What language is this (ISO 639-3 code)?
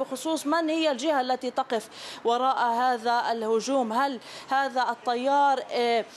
ara